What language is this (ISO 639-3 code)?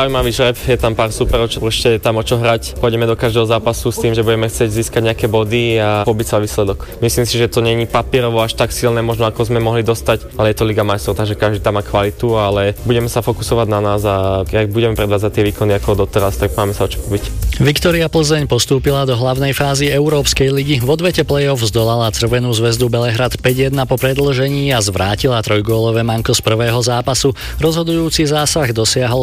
slk